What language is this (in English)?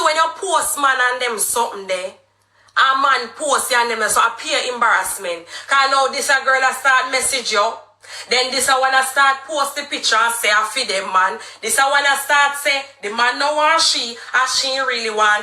Jamaican Creole English